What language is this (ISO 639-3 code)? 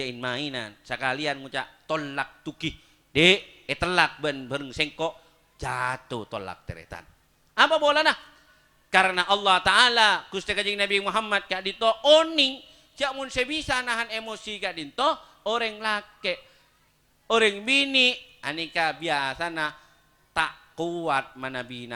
mad